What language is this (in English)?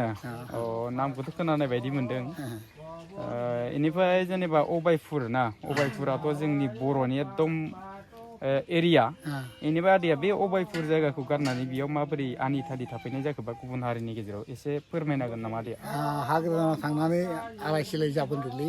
Bodo